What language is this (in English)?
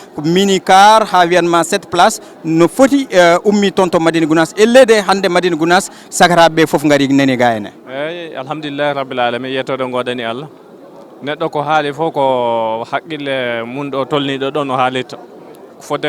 Fula